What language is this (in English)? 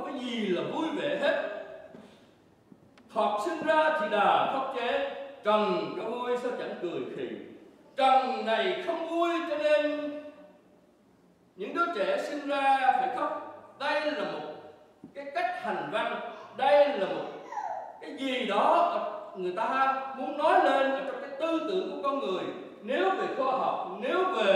Vietnamese